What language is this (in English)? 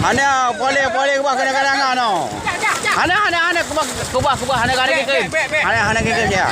Achinese